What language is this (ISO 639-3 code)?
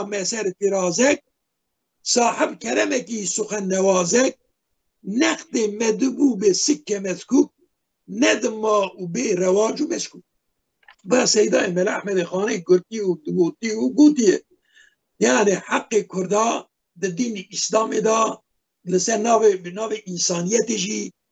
kur